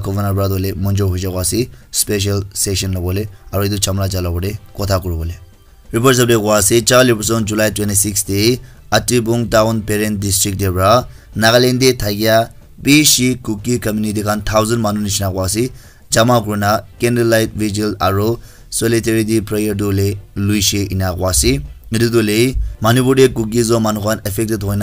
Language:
Naga Pidgin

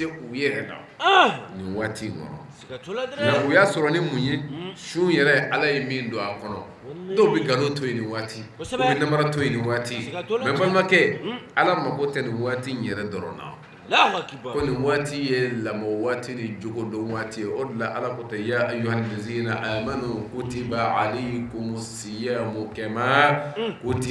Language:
Bambara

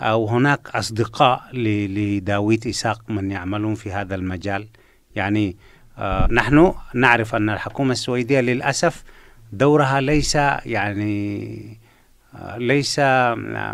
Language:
Arabic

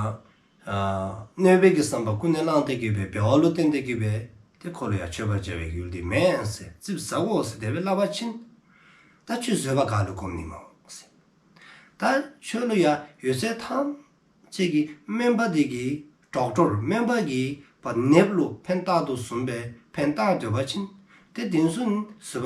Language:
Dzongkha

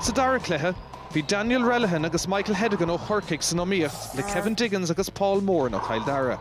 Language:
Irish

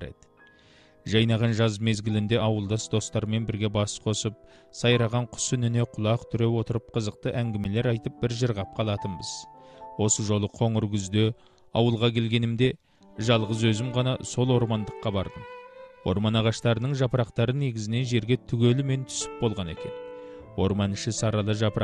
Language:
Kazakh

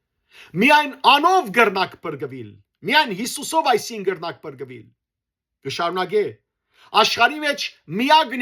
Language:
Western Armenian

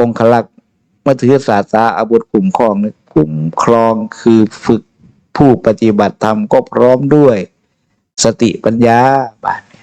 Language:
Northeastern Thai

